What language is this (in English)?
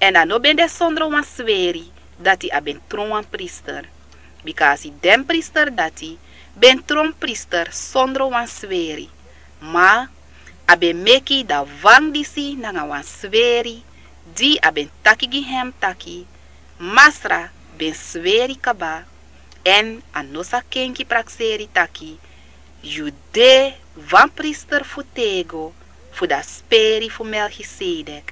Sranan Tongo